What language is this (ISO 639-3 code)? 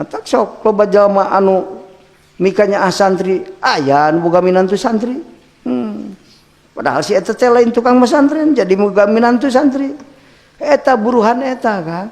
sun